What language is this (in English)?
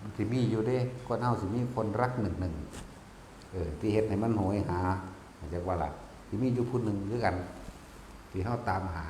Northeastern Thai